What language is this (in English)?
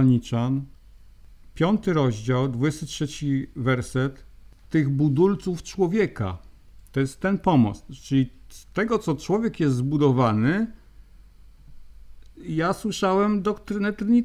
Polish